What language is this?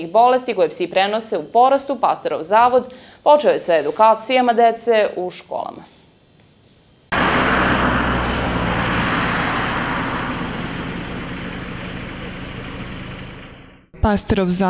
Serbian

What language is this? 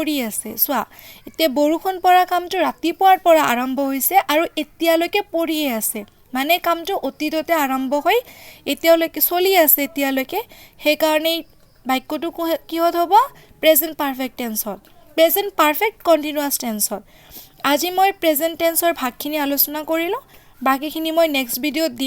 Assamese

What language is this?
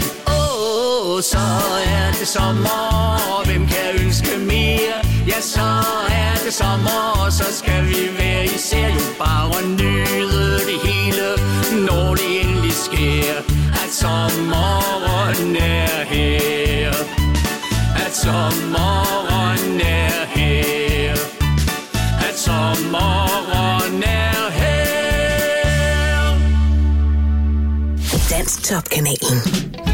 Danish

